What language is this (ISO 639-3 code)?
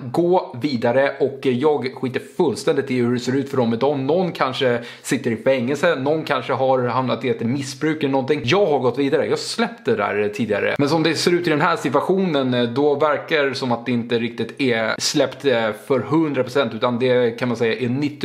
swe